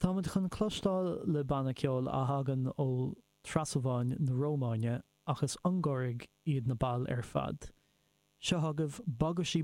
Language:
Irish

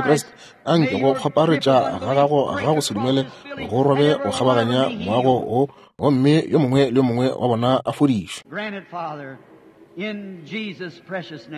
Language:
Northern Sotho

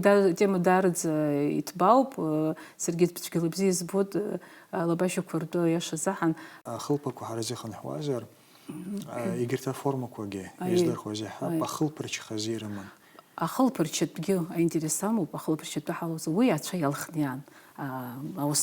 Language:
Abkhazian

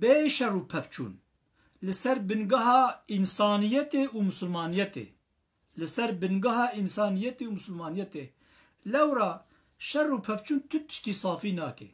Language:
Kurdish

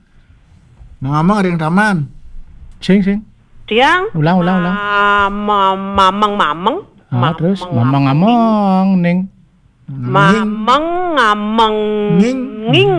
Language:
Balinese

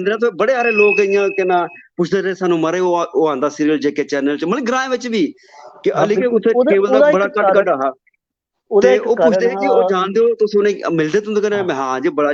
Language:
Dogri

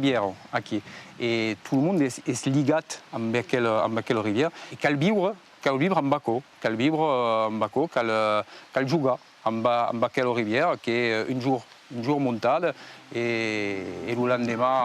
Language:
Occitan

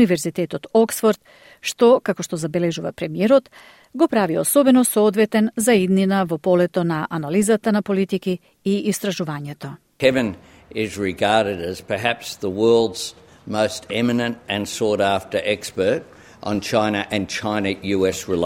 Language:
Macedonian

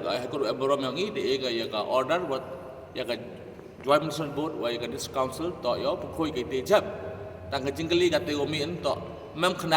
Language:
Pnar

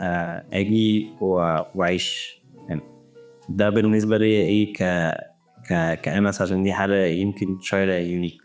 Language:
Egyptian Arabic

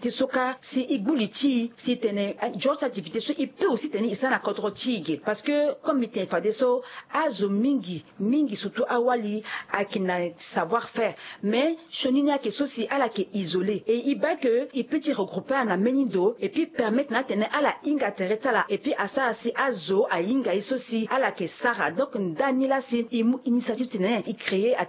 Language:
Sango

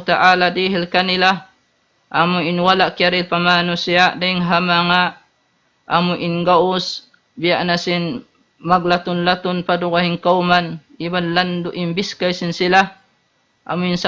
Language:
Tausug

